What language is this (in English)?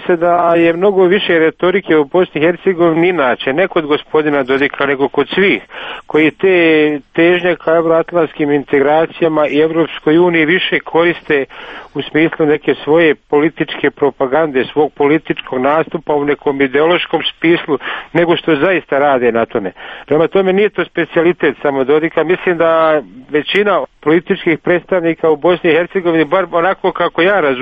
Serbian